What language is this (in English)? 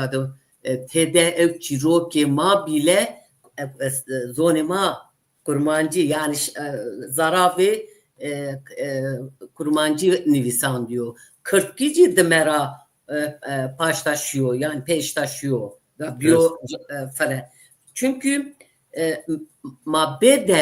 Zaza